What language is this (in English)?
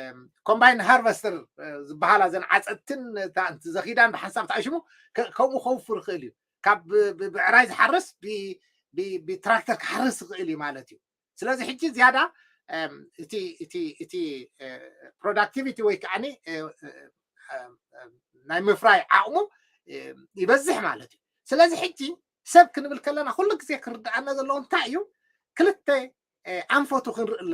Tigrinya